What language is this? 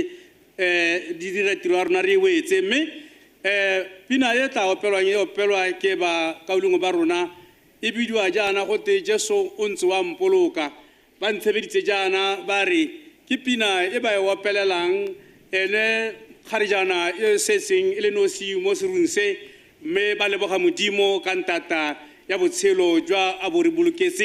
Tswana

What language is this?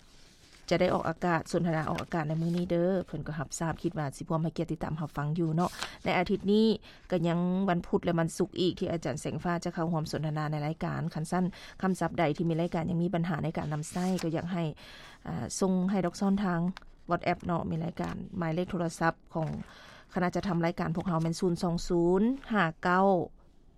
Lao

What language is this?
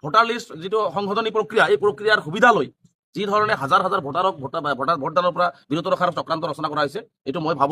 Assamese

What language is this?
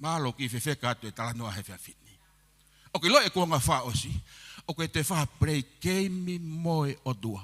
Tongan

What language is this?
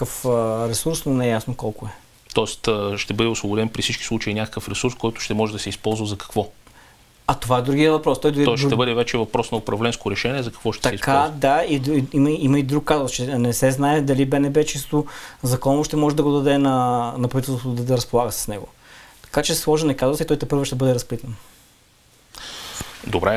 Bulgarian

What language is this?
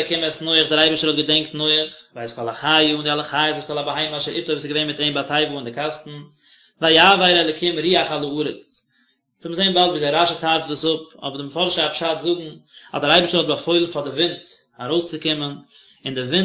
Yiddish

